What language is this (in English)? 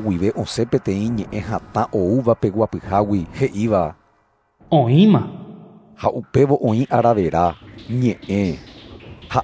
Guarani